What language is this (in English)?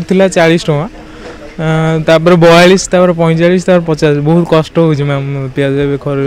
Odia